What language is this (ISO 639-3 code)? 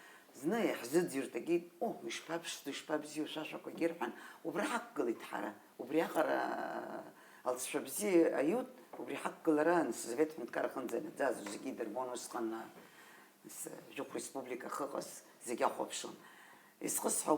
abk